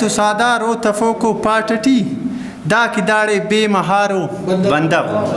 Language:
Brahui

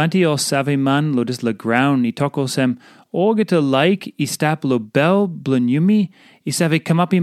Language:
Tok Pisin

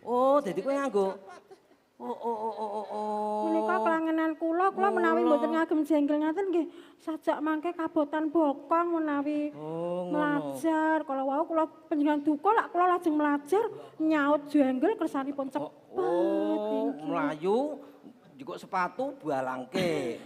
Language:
Javanese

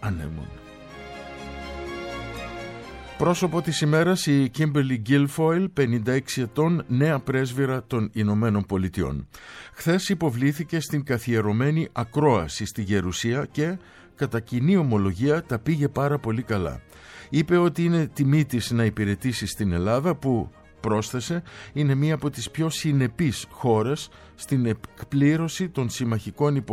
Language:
Greek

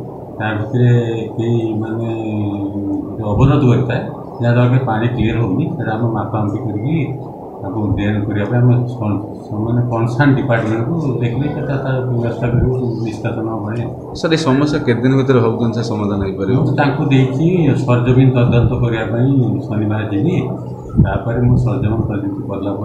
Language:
Odia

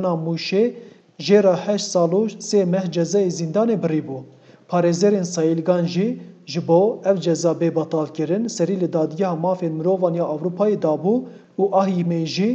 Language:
Kurdish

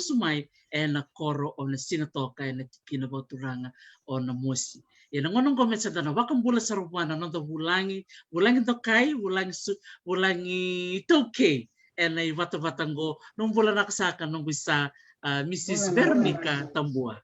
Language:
Fijian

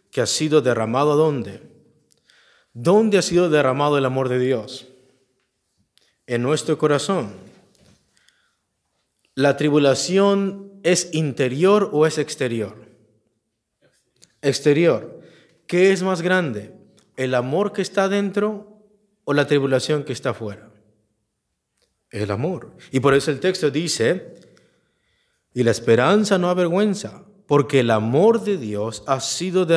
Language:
Spanish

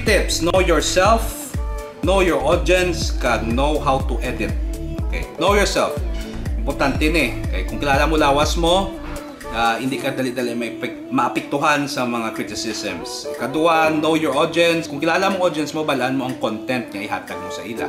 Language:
Hiligaynon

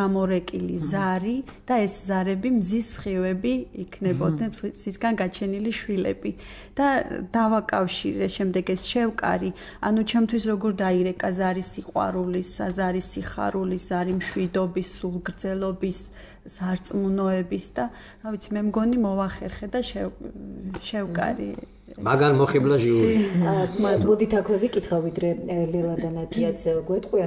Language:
Georgian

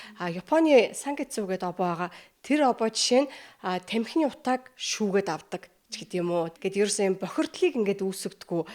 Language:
Mongolian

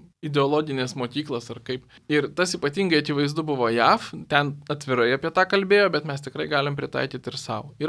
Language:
Lithuanian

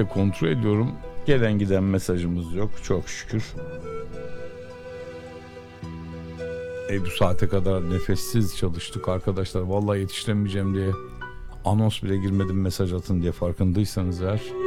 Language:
Turkish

